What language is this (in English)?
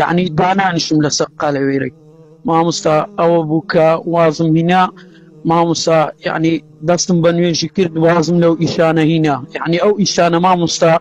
Central Kurdish